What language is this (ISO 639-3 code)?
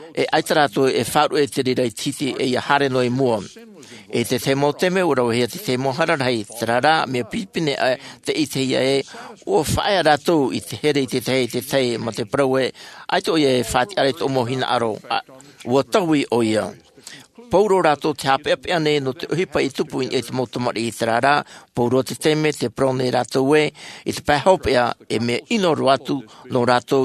tah